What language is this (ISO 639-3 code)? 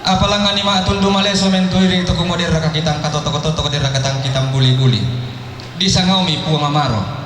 sda